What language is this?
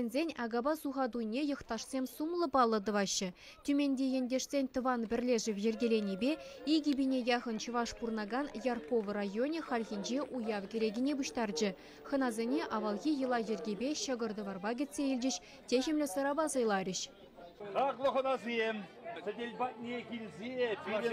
Chuvash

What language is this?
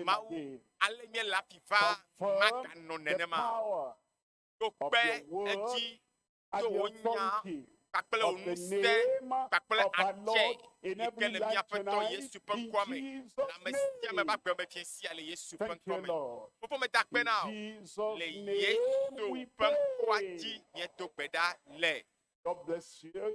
Ewe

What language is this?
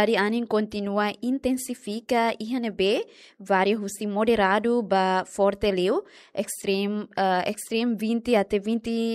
Tetum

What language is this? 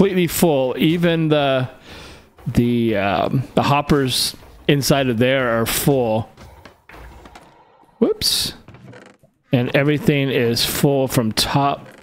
English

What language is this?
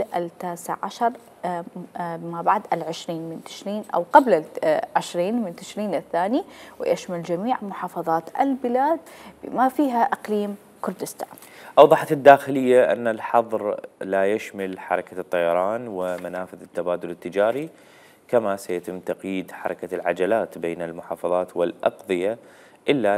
Mesopotamian Arabic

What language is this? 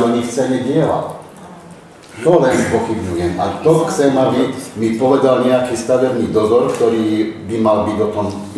Slovak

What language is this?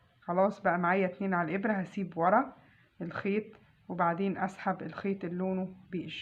Egyptian Arabic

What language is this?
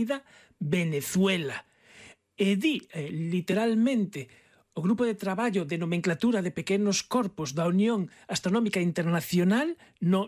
Galician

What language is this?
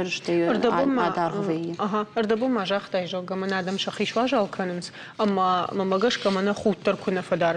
Ossetic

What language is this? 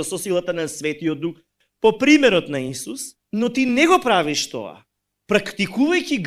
Macedonian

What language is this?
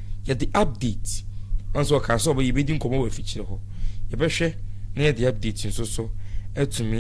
Akan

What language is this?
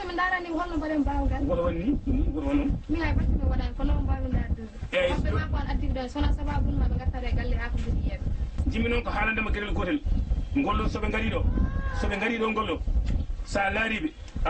Fula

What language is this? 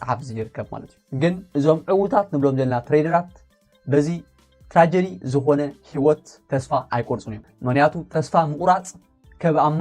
Tigrinya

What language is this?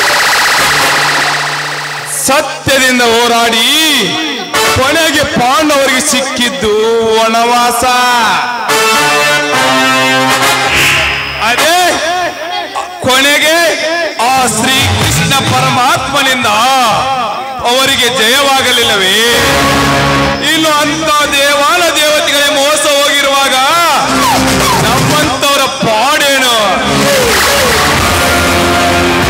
Kannada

